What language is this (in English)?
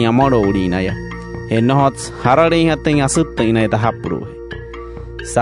Wayuu